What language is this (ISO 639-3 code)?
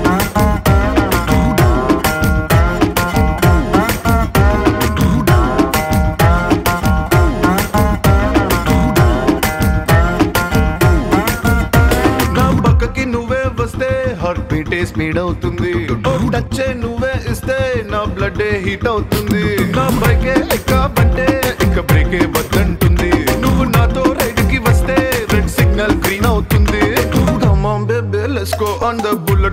tel